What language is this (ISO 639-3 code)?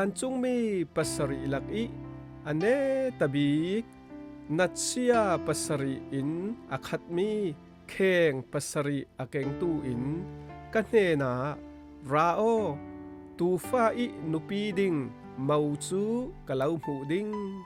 cfm